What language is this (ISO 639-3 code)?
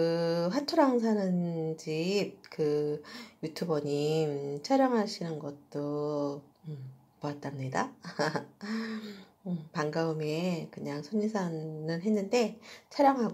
kor